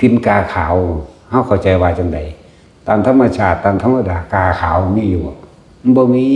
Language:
Northeastern Thai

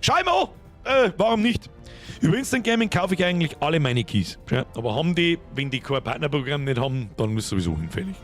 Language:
Bavarian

